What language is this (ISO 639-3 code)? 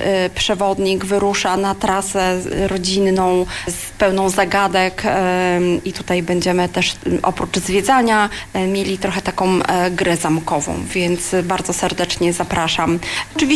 pol